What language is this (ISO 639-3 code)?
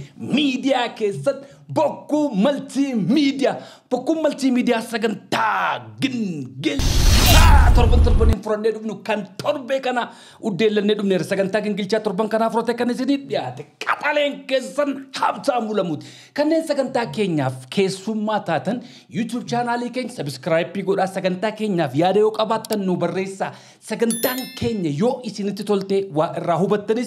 orm